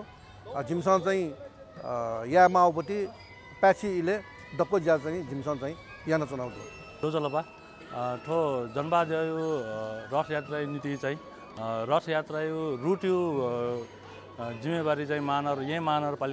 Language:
Newari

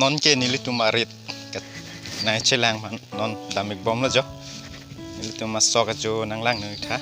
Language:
Karbi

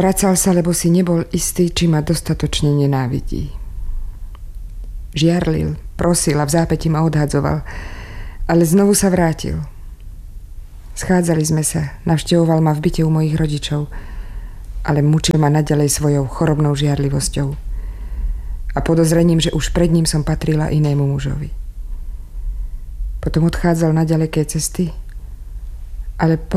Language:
Slovak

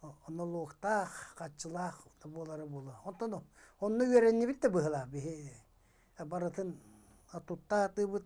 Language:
Yakut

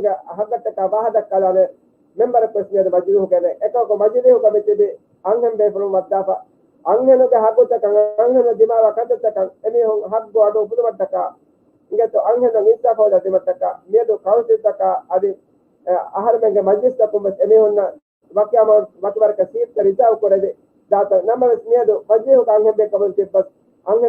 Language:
Divehi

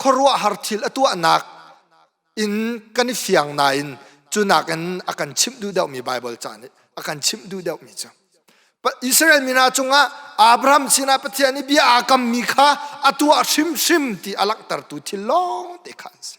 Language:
Hakha Chin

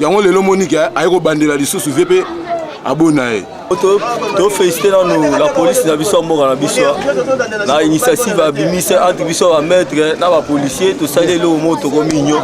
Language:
Lingala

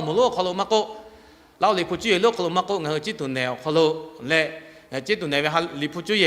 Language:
Lahu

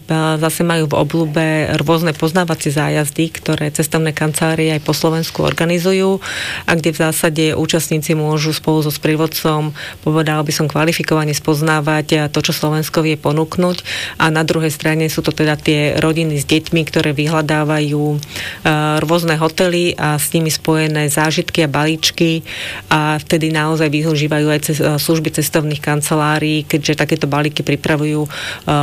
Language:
Slovak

